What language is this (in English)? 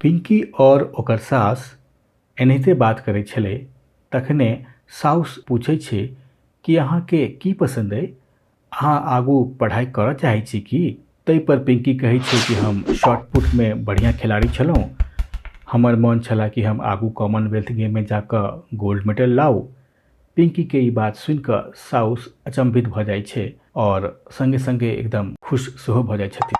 Maithili